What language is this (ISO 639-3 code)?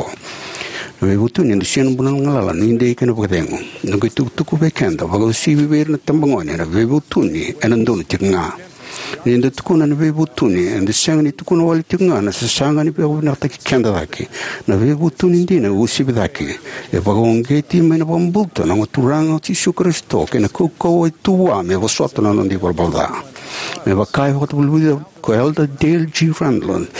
fij